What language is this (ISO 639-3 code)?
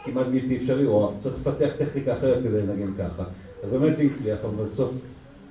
heb